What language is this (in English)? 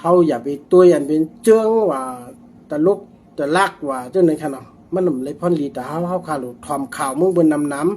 Shan